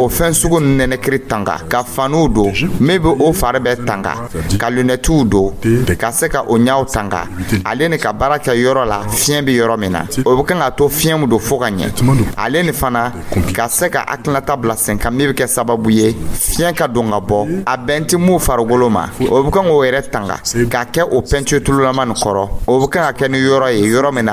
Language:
Dyula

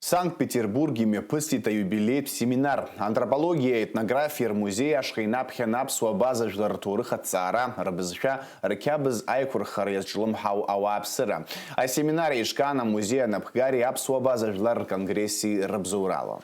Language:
Abkhazian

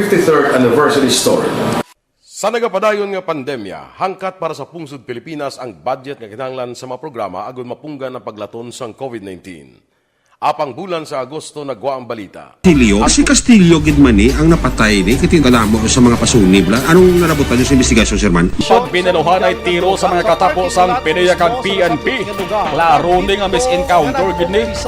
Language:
Hiligaynon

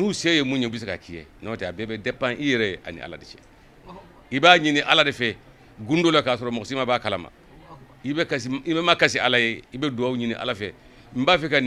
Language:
Bambara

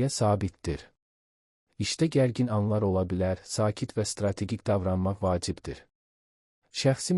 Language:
Azerbaijani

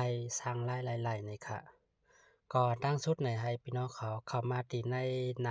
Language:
Shan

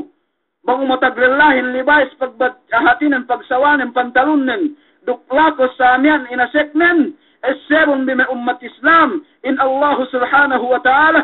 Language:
Yakan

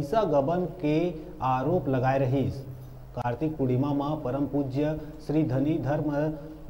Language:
Chhattisgarhi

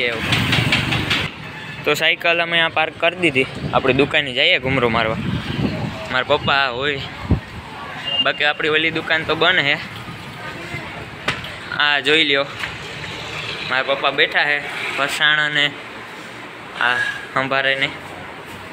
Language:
Gujarati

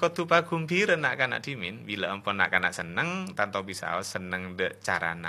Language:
Madurese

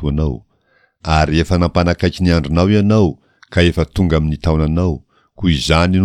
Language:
Malagasy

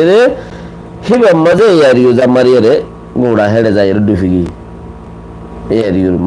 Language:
Rohingya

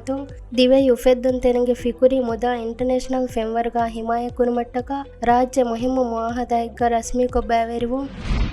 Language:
Divehi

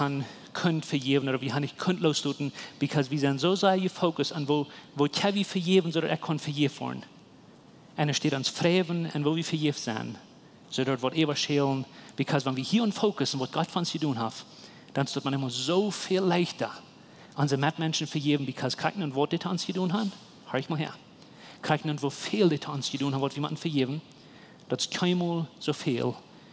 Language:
Plautdietsch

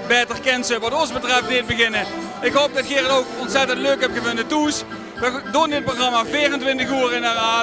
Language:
Limburgish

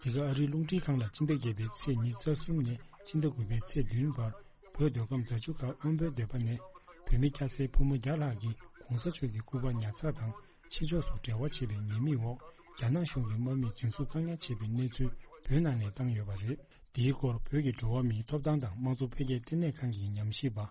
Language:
Tibetan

